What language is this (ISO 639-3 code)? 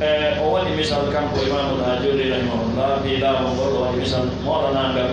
fuf